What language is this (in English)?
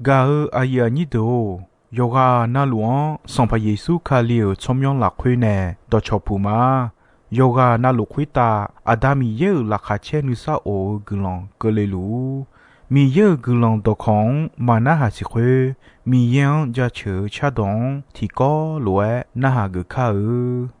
Akha